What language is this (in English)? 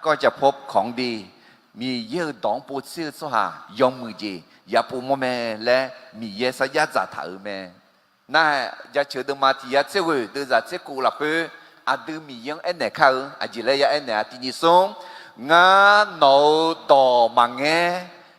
Akha